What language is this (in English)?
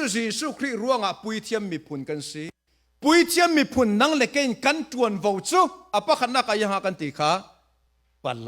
Falam Chin